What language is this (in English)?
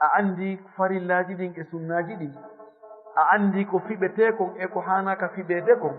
Fula